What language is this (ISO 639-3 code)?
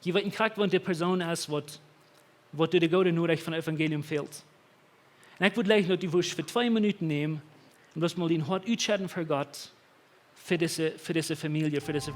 pdt